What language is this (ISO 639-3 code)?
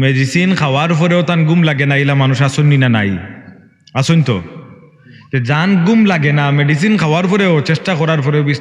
syl